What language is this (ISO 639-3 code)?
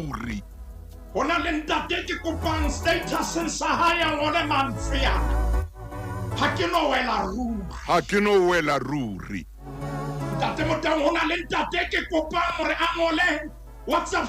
sot